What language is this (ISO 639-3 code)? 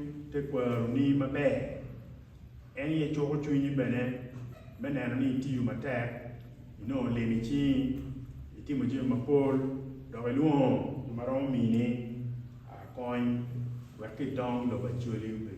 ach